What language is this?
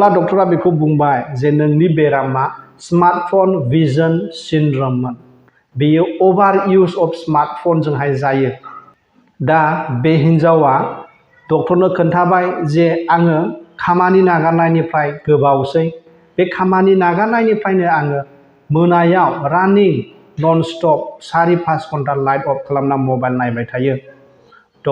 Bodo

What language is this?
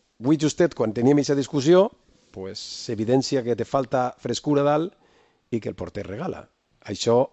Catalan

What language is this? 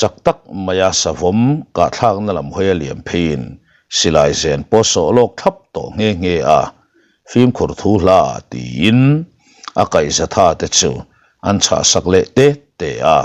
Mizo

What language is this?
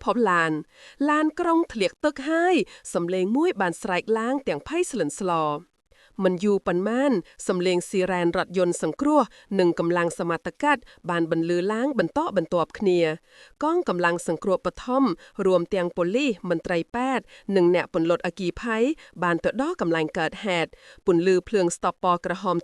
Khmer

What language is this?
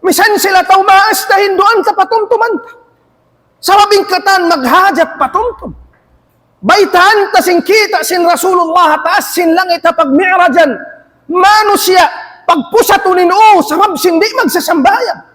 Tausug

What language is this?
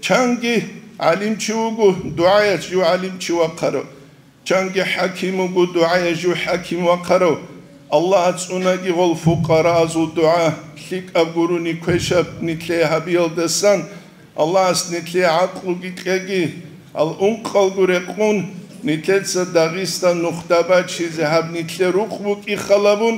Avaric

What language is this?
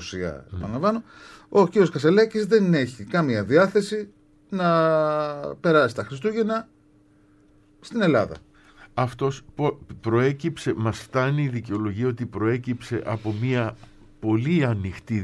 Greek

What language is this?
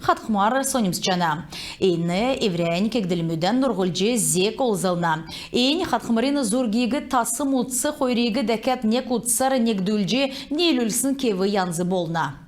Kalmyk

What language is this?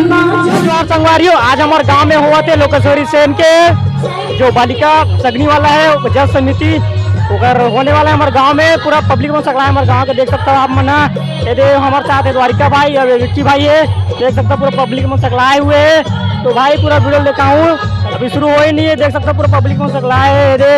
Chhattisgarhi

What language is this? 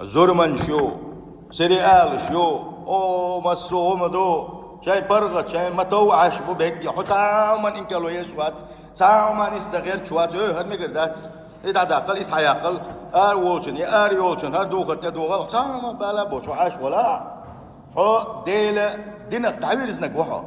Chechen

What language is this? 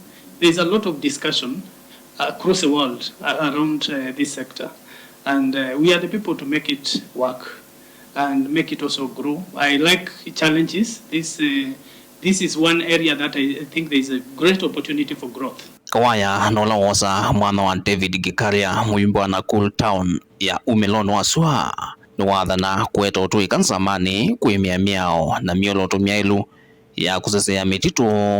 Kamba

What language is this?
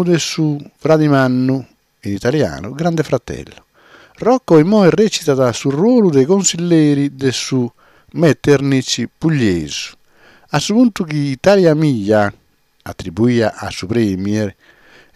Sardinian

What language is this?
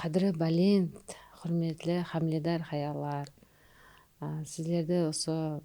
Kara-Kalpak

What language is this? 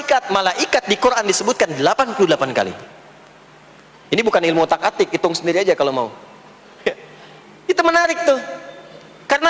Indonesian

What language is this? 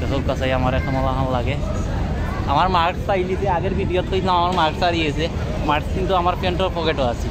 Sylheti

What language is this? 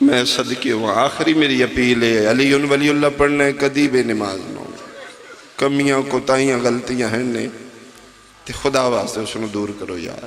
Pahari-Potwari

